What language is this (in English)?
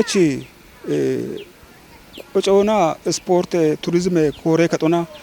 Kafa